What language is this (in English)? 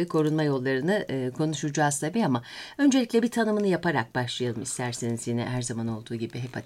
Turkish